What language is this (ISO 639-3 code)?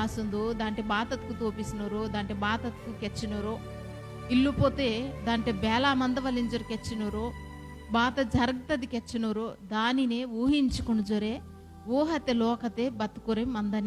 kff